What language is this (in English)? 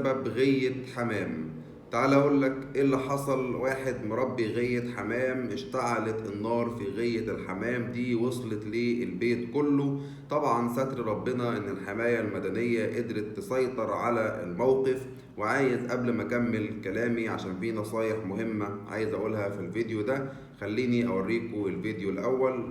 Egyptian Arabic